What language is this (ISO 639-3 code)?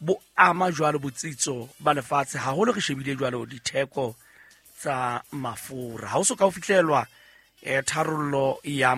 sot